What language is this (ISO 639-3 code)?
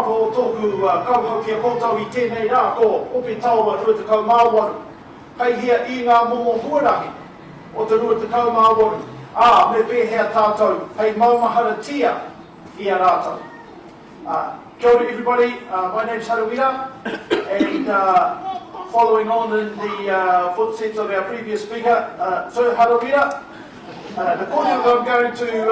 mri